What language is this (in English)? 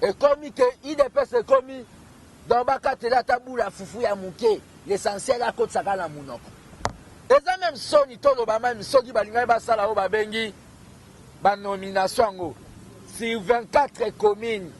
Lingala